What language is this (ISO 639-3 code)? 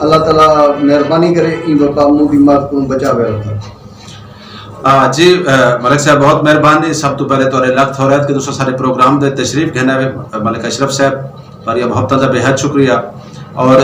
skr